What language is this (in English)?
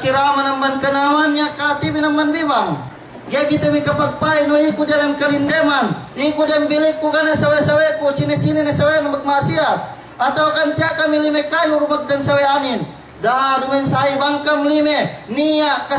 Yakan